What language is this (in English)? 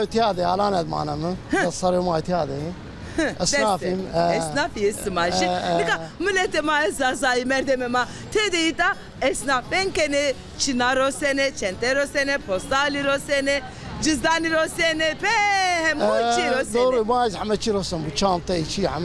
Zaza